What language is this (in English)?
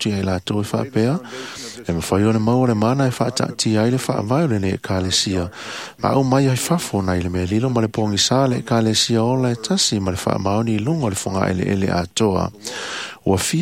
Samoan